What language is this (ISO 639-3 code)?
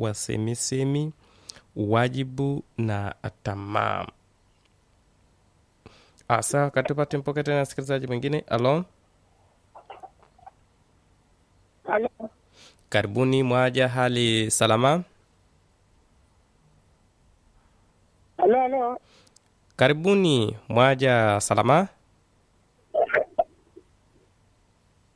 swa